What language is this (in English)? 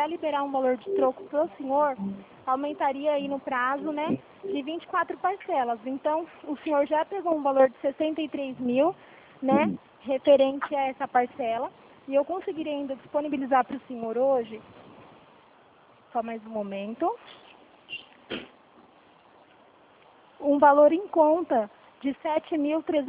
Portuguese